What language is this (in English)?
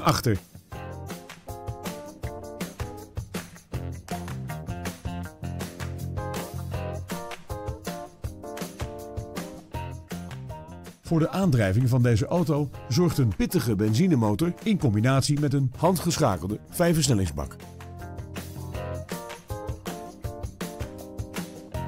Dutch